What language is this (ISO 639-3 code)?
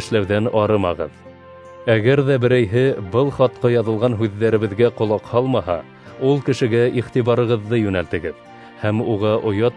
bak